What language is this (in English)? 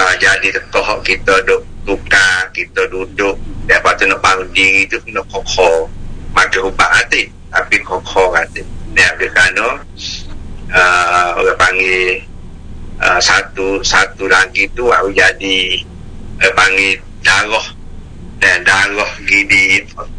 Malay